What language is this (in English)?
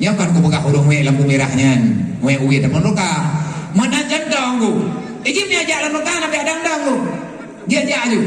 Achinese